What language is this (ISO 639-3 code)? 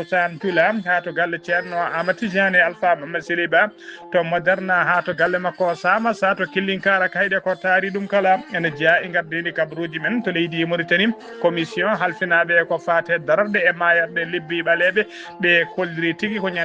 ful